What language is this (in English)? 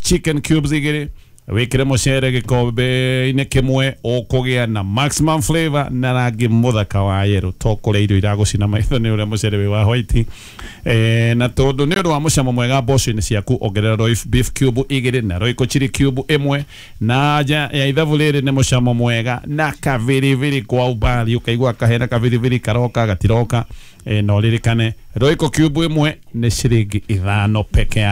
Kikuyu